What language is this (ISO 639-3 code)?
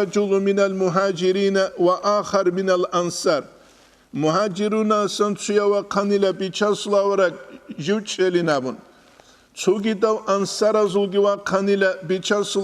ava